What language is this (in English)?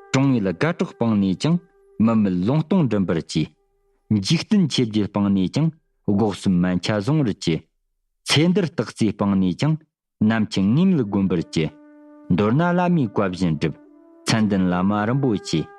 Tibetan